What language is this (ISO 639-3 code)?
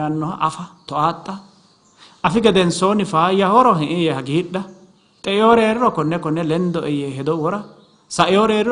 sid